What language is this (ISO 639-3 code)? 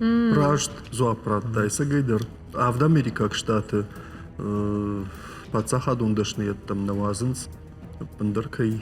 oss